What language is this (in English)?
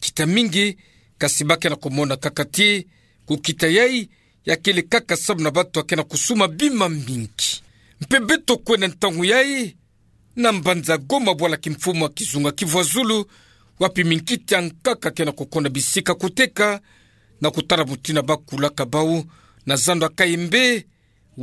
Kituba (Democratic Republic of Congo)